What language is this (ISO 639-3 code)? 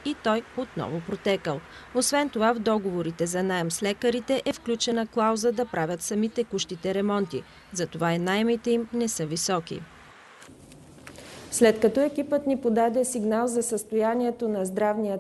bul